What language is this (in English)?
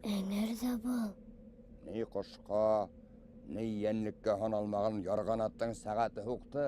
Bashkir